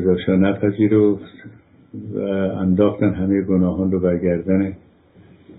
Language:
Persian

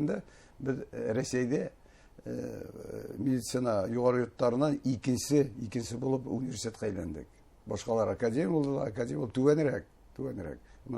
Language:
Bashkir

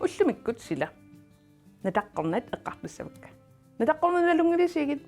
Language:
Kalaallisut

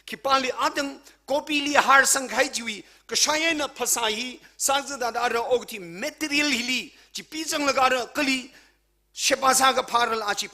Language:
Tangkhul Naga (India)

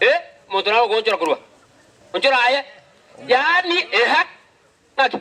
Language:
Gusii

